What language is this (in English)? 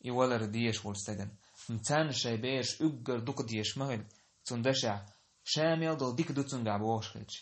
Chechen